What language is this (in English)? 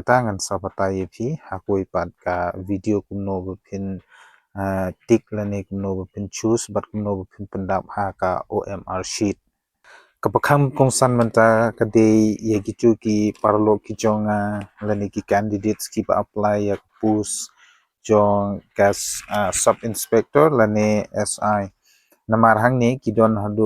Khasi